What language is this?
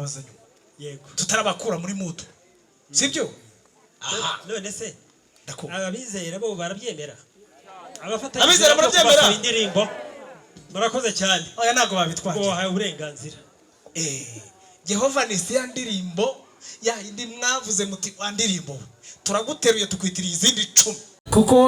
Kinyarwanda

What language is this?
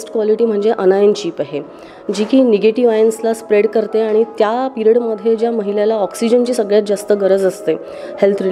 Marathi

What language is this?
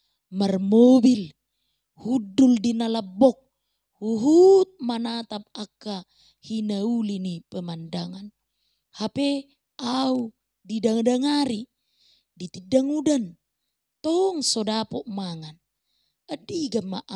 Batak Toba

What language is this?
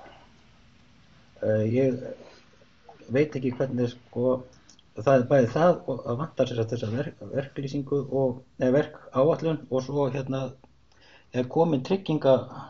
Icelandic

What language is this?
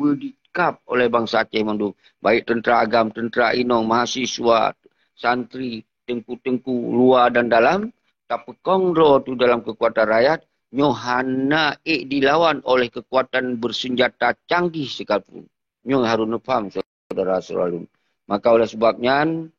Achinese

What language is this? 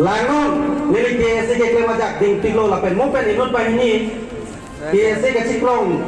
Karbi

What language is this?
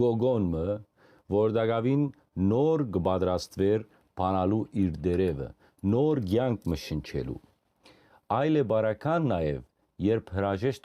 Western Armenian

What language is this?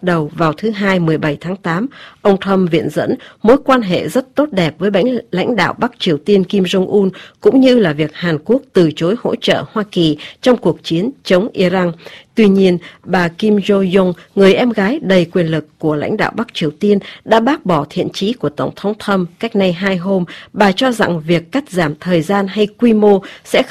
Vietnamese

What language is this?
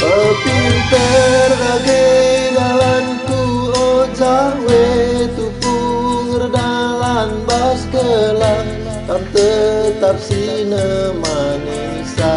Batak Karo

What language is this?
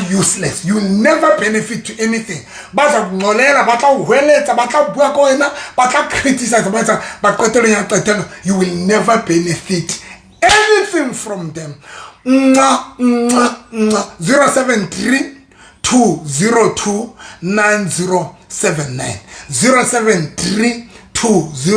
Southern Sotho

